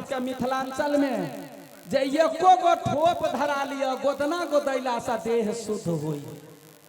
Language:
Maithili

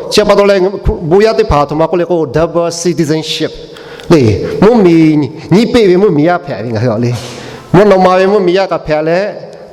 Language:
Lahu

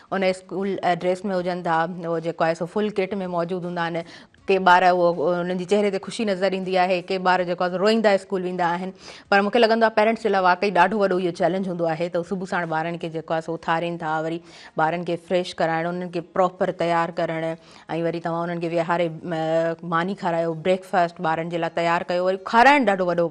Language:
Sindhi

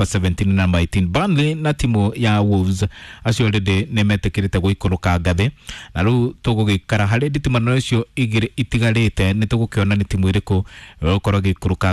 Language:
Kikuyu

